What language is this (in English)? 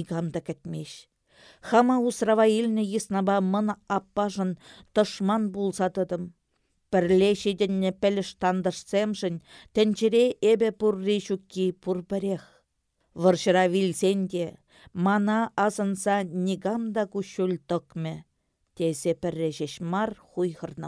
Chuvash